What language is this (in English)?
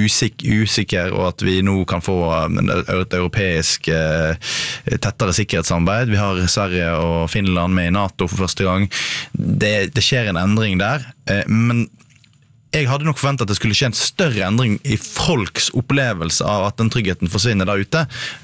Norwegian